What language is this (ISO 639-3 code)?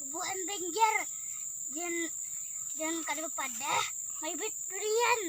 bjn